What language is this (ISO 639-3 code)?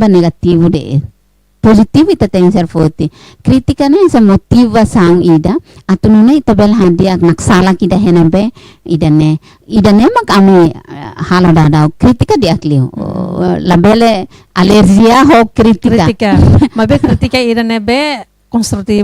tet